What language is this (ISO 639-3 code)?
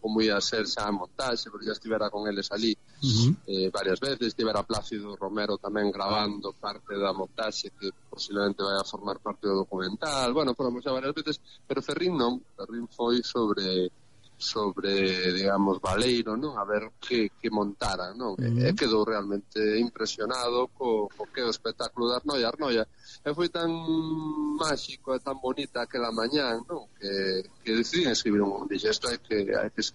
glg